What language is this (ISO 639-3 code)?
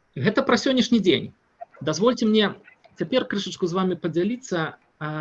bel